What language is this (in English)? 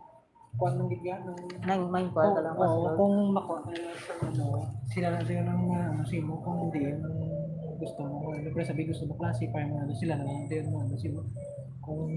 Hiligaynon